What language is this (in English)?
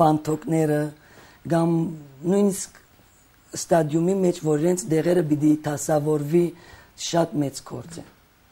Armenian